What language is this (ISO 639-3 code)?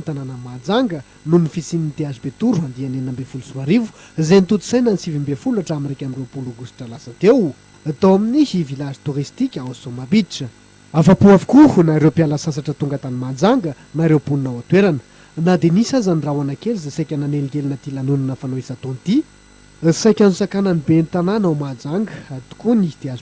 mlg